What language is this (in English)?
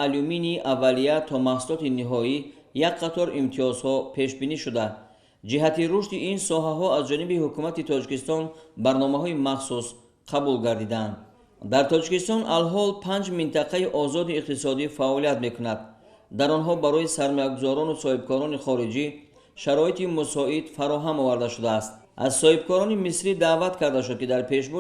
Tajik